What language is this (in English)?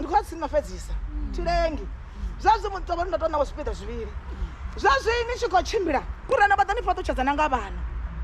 Venda